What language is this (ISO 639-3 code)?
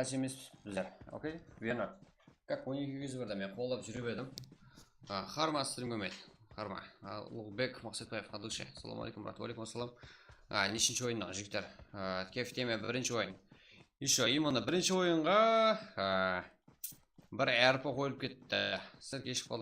kaa